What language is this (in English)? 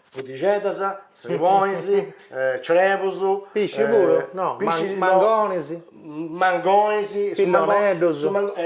Sardinian